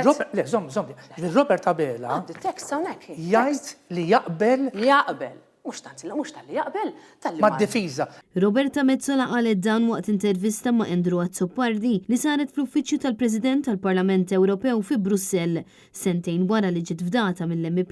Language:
Maltese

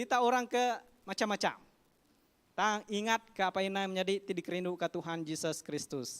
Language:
Iban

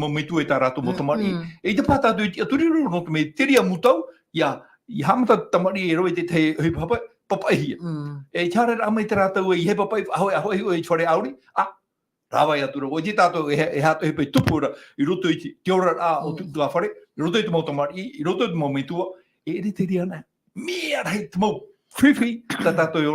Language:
Tahitian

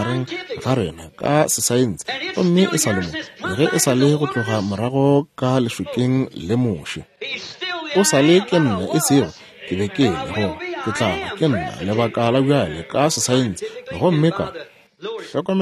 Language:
Northern Sotho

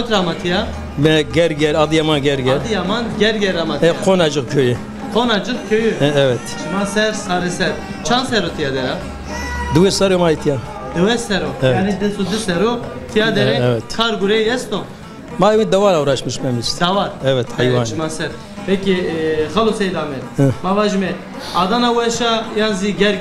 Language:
Zaza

